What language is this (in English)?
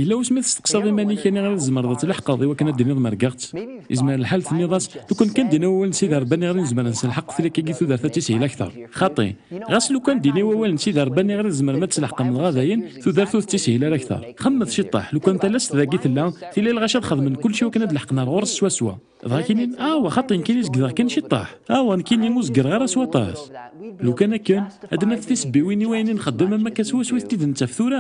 Kabyle